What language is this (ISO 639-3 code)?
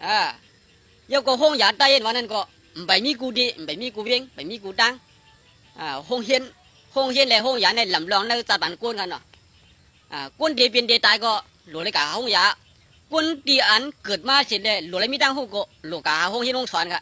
shn